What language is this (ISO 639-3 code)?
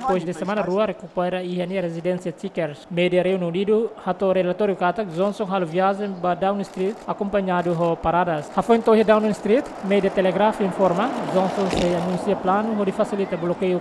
tet